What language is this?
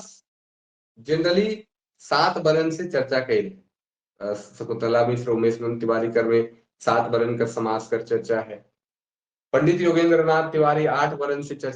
Sadri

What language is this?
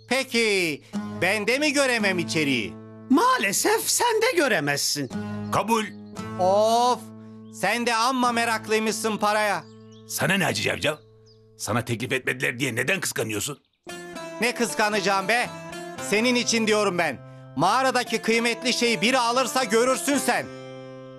Turkish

